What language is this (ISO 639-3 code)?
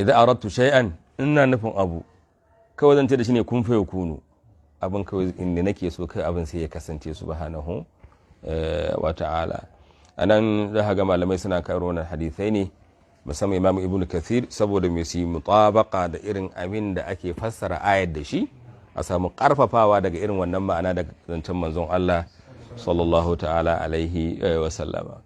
hau